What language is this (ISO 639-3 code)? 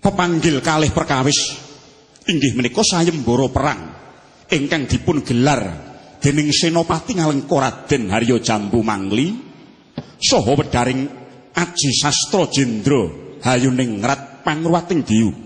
jav